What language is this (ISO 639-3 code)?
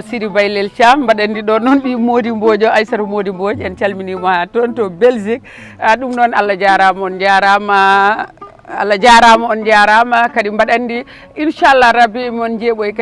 ful